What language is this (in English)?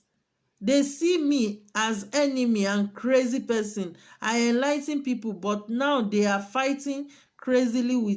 Yoruba